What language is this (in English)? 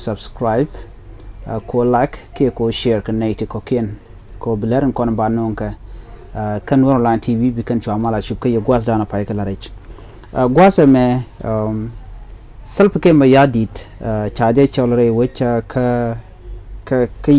Nuer